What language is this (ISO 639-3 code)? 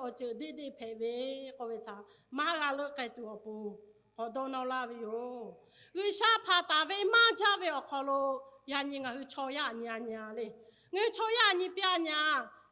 lhu